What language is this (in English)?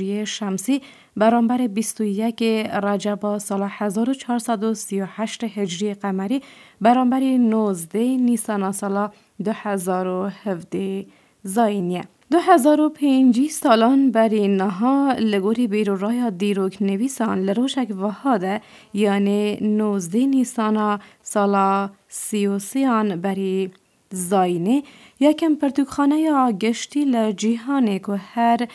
Kurdish